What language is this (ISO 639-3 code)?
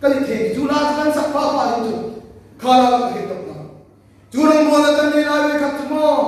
hmr